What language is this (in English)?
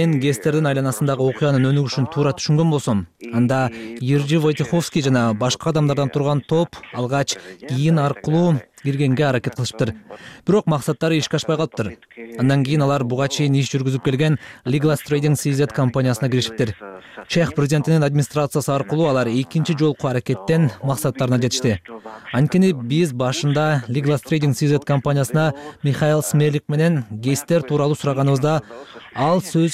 Kyrgyz